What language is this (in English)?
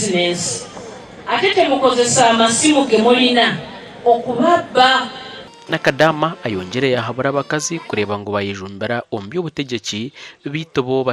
Nyankole